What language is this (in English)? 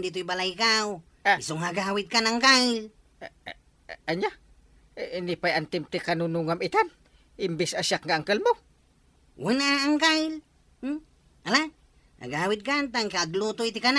Iloko